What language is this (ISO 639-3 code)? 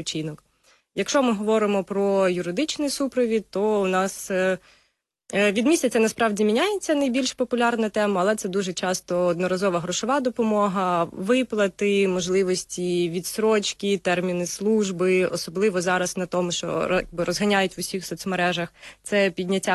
ukr